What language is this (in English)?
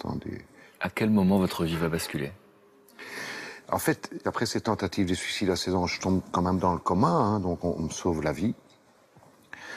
French